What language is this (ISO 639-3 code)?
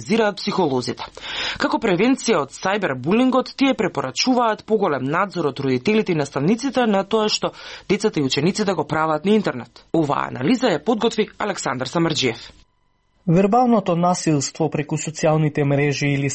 mkd